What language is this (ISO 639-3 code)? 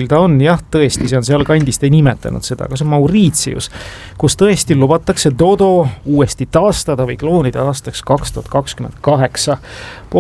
est